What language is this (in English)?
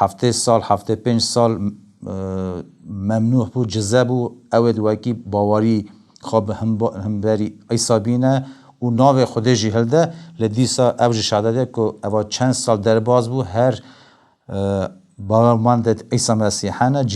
Kurdish